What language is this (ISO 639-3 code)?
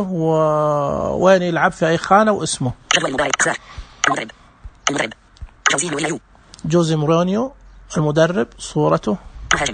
ars